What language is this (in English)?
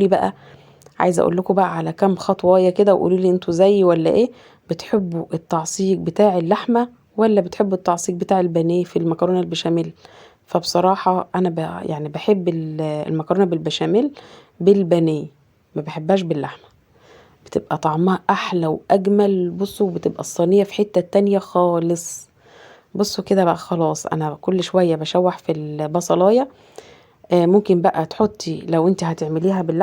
Egyptian Arabic